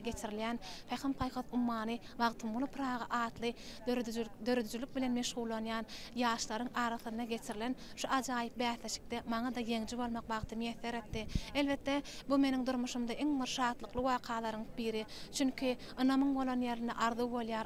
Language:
Turkmen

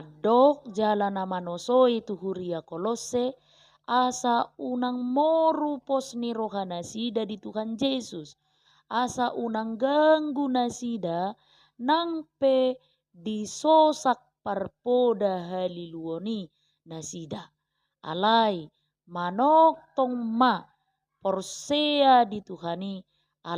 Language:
Batak Toba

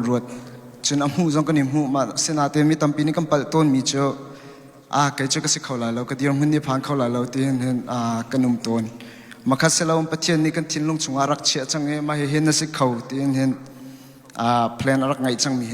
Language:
Hakha Chin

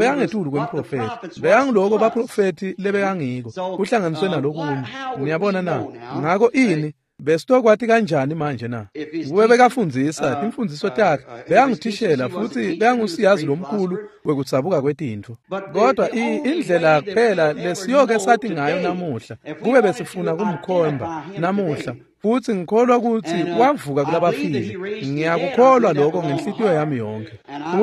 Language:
Swati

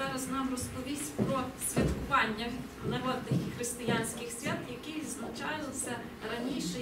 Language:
Ukrainian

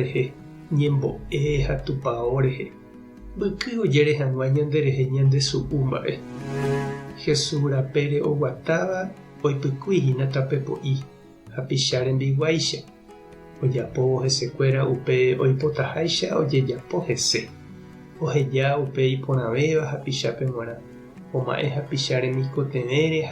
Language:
Guarani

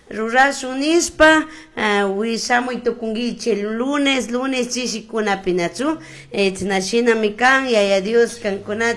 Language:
Chimborazo Highland Quichua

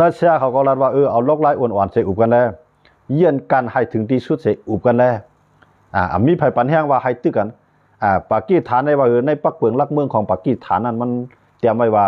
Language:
Shan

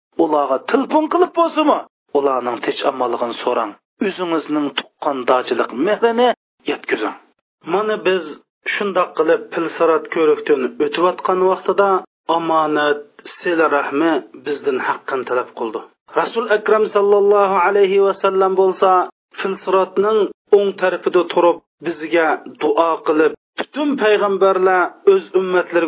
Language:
Uyghur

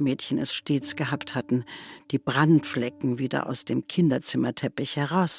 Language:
Swiss German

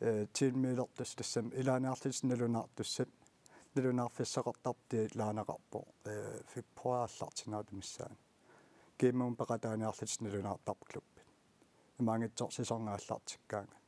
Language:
Kalaallisut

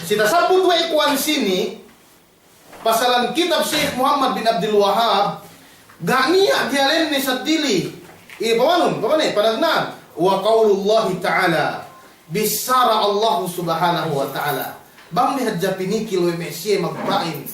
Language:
Yakan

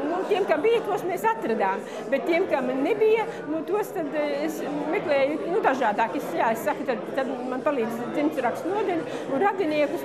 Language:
Latvian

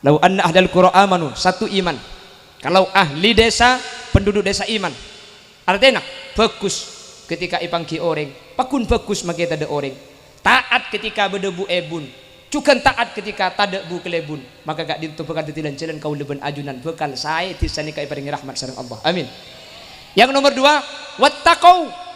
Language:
Madurese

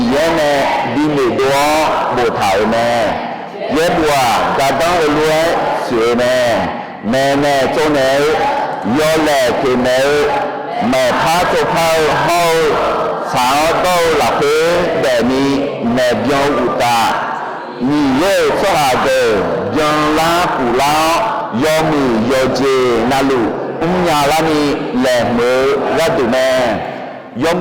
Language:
Akha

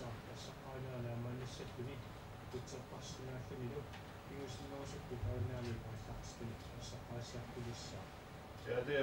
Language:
Kalaallisut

